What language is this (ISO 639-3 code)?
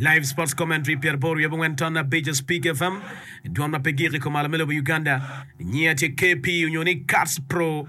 ach